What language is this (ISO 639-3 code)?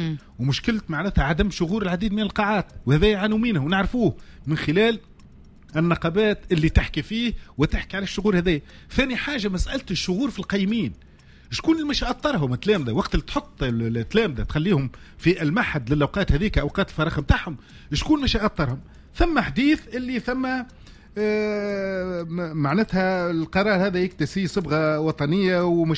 aeb